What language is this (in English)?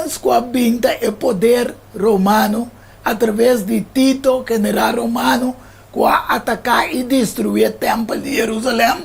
Papiamento